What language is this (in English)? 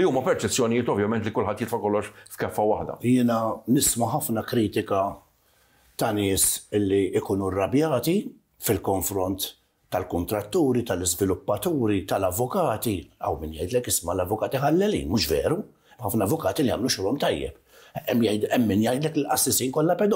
Maltese